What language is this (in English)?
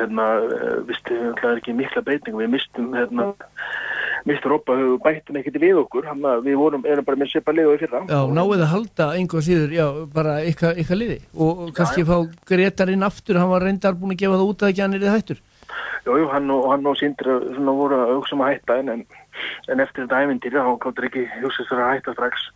Icelandic